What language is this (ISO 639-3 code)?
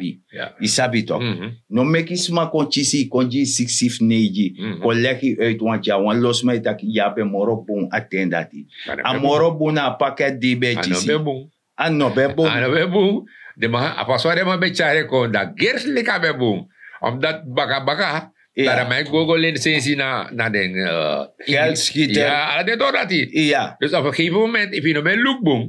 srn